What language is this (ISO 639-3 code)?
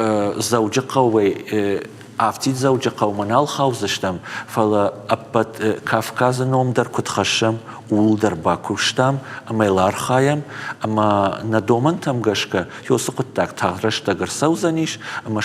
oss